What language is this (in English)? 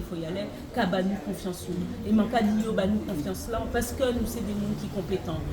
Guadeloupean Creole French